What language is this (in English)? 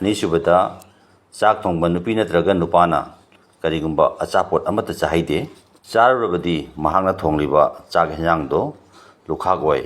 Manipuri